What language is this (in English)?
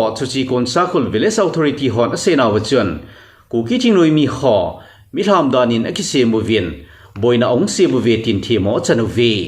Thado Chin